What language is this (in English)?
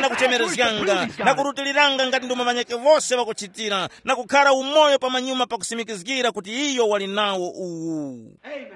Tumbuka